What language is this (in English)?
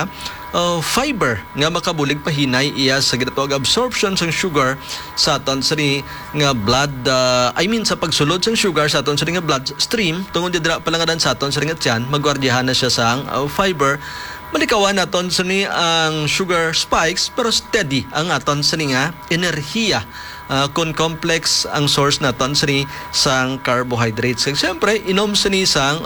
Hiligaynon